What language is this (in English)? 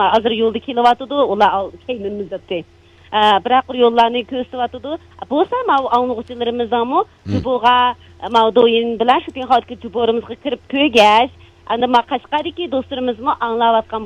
Uyghur